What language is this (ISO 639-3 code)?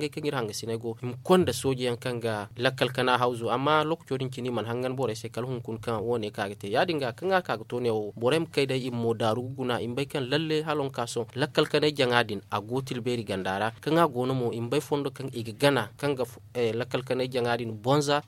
dje